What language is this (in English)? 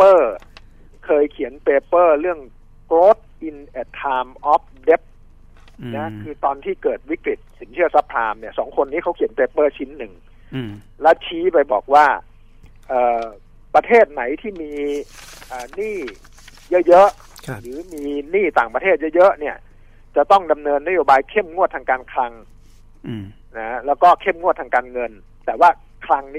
Thai